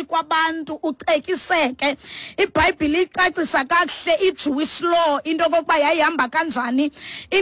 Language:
Xhosa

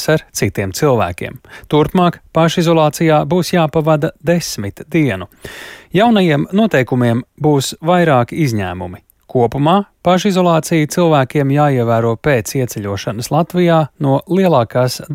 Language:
Latvian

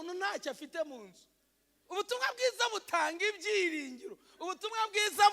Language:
Kinyarwanda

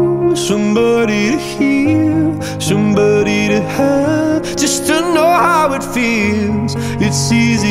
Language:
English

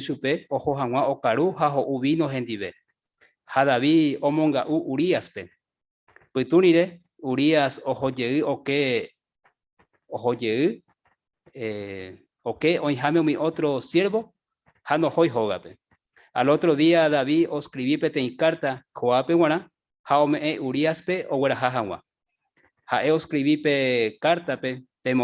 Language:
Guarani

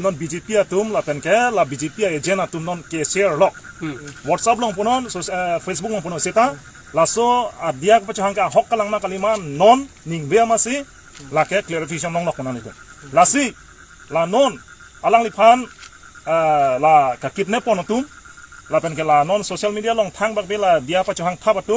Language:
Karbi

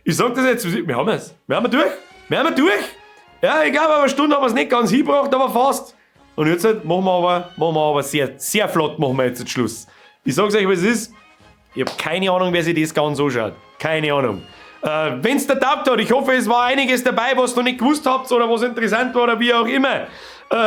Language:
Bavarian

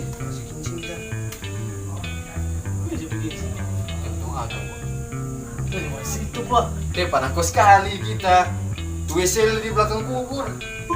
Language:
Manado Malay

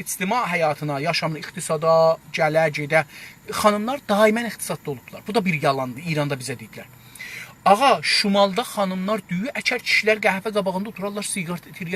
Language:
South Azerbaijani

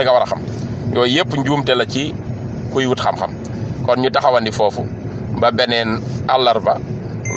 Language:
Wolof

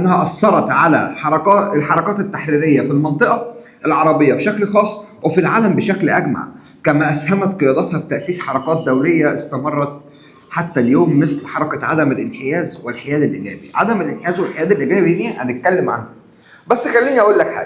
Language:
Egyptian Arabic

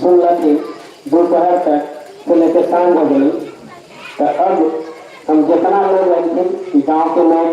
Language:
Magahi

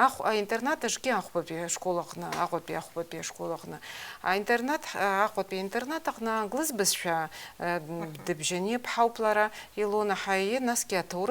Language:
Abkhazian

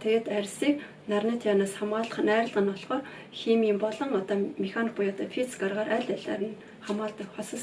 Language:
Mongolian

